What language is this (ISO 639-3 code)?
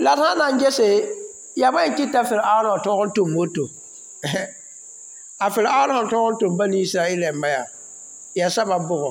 mos